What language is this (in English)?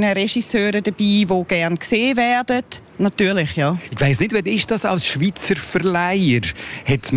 German